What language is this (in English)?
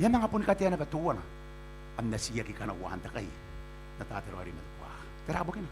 Gilbertese